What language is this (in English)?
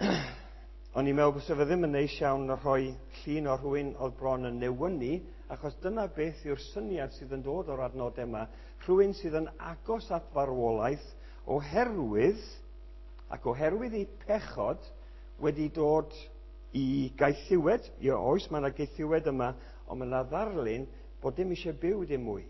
Welsh